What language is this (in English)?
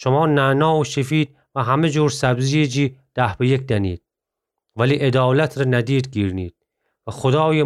Gilaki